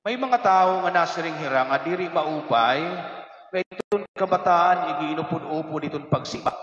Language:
Waray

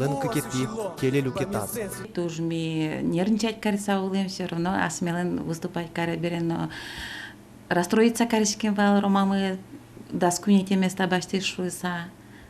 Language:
Udmurt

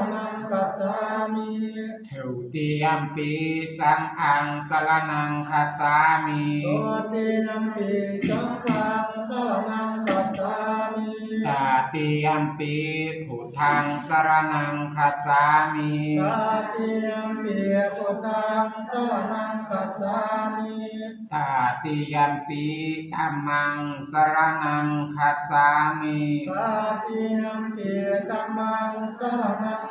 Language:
Pali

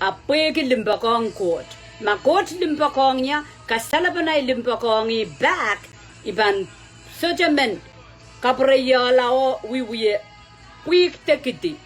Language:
Pohnpeian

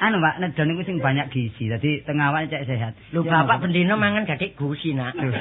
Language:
Javanese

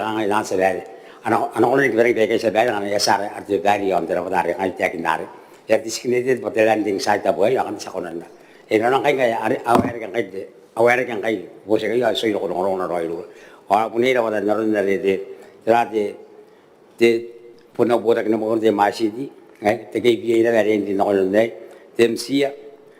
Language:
Gilbertese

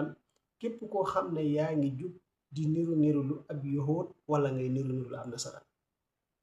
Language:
Wolof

